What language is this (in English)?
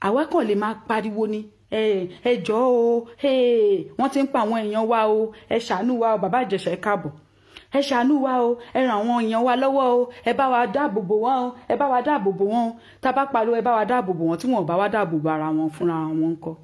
Yoruba